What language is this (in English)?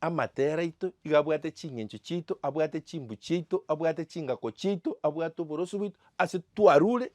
Gusii